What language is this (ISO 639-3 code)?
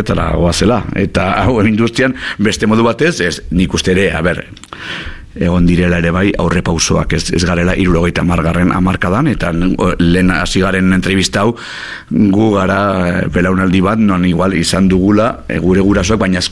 eus